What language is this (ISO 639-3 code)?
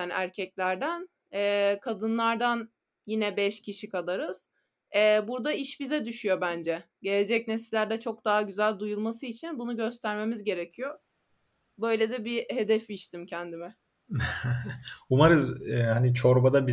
tur